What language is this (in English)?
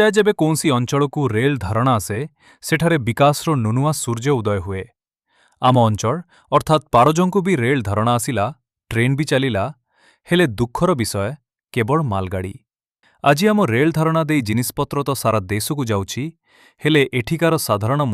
Odia